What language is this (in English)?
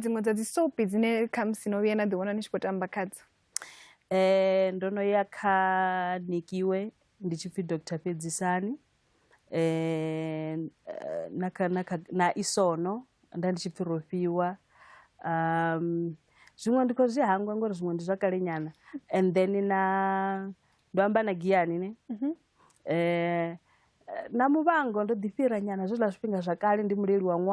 Venda